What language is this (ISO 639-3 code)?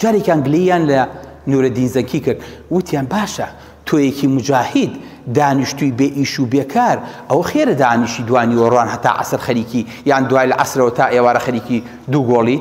ckb